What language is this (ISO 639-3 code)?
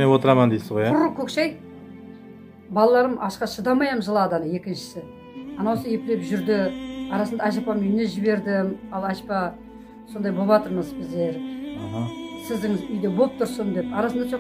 kaz